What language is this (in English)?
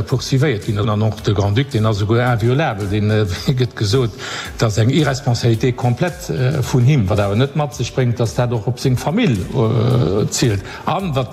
Luxembourgish